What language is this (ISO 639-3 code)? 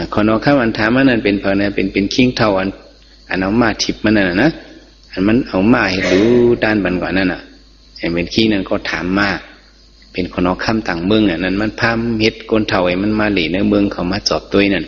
shn